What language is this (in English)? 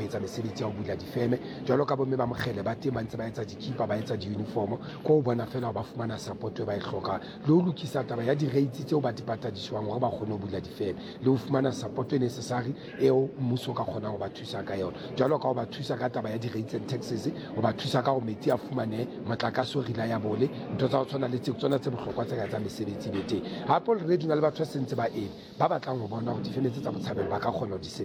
Southern Sotho